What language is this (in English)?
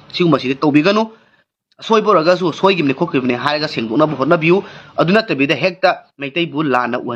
Manipuri